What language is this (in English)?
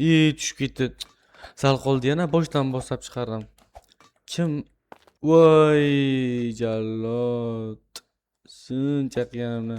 Uzbek